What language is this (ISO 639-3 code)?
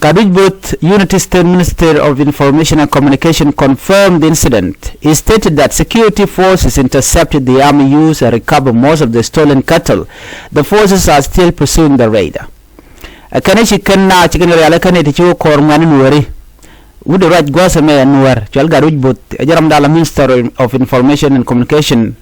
nus